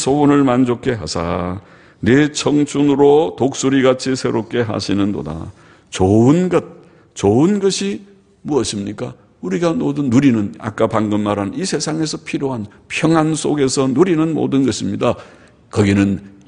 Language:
Korean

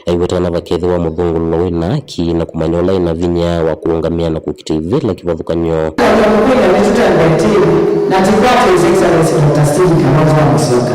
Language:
Kamba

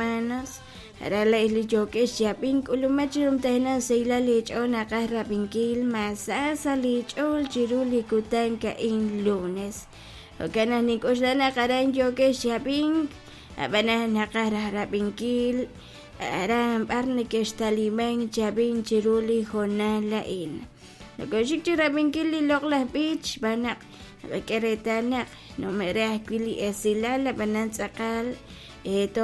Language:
Kekchí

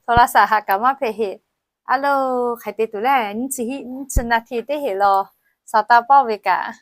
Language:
Lahu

